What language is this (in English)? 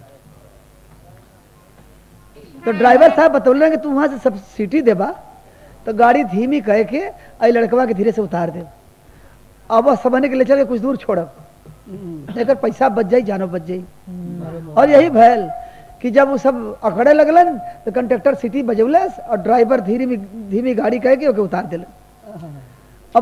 Bhojpuri